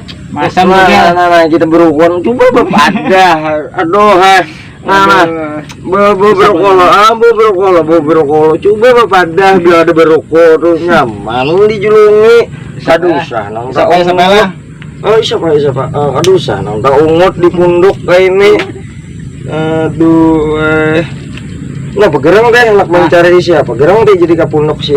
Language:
Banjar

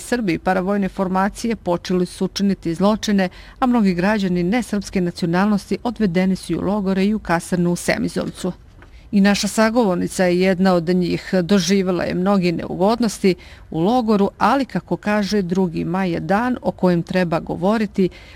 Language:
Bosnian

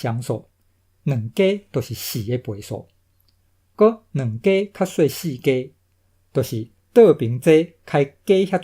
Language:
Min Nan Chinese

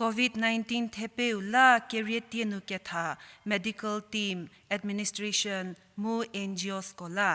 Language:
Angami Naga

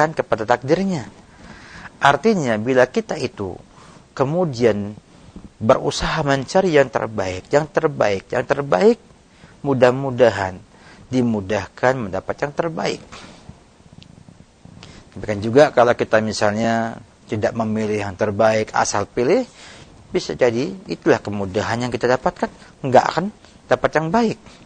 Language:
Indonesian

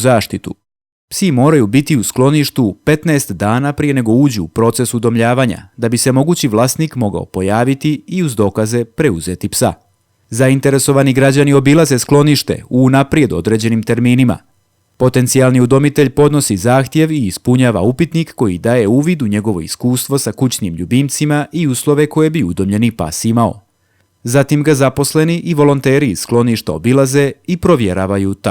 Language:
Bosnian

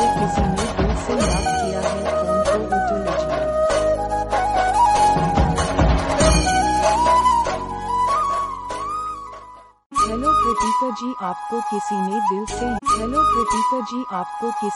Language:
Hindi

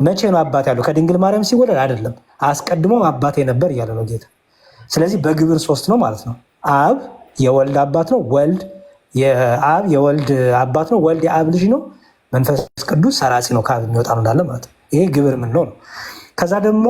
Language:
Amharic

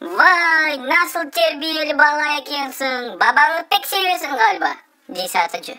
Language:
Crimean Tatar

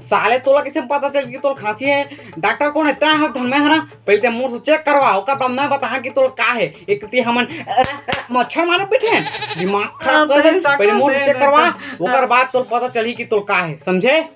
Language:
Chhattisgarhi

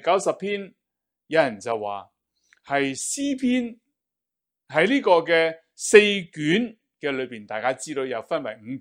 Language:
Cantonese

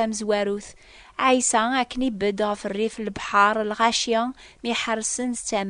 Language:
Kabyle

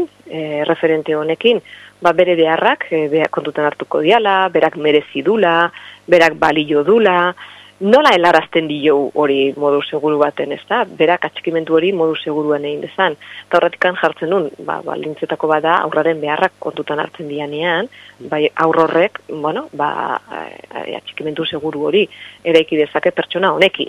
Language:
Basque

